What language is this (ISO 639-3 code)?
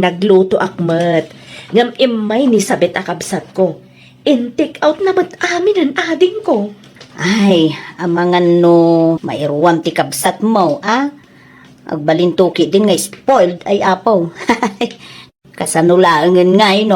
ilo